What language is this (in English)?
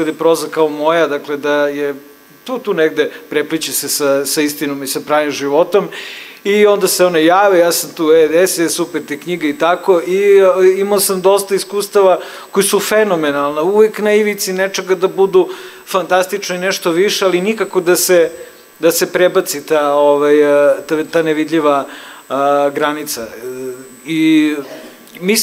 Serbian